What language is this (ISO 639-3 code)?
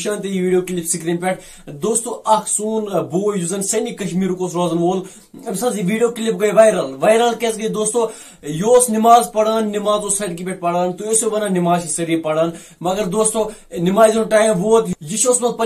kas